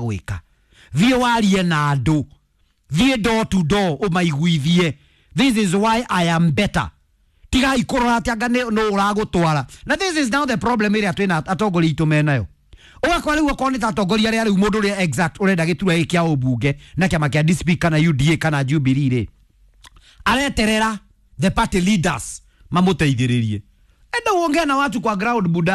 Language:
Kikuyu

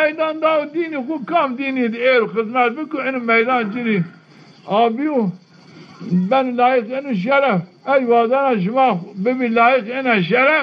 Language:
Zaza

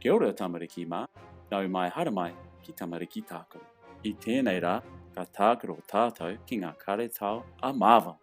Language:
Māori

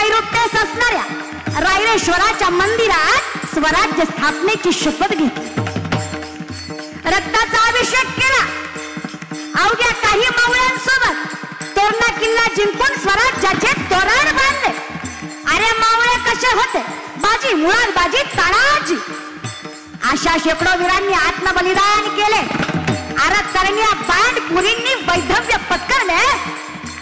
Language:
Marathi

